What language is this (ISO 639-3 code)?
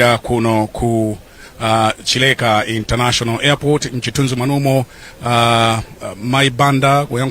nya